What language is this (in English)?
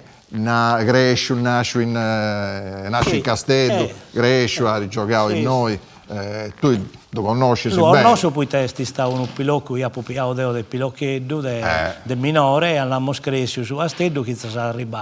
Sardinian